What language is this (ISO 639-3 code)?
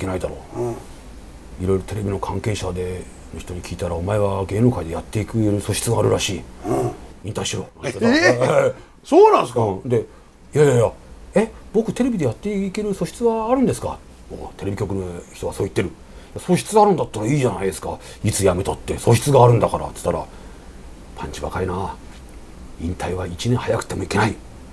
jpn